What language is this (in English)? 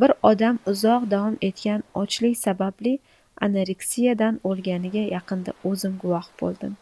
Uzbek